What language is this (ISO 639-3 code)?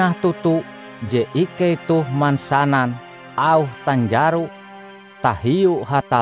nij